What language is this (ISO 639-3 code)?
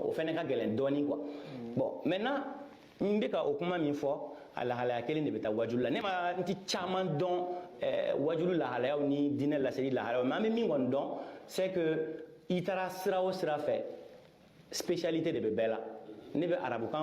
bam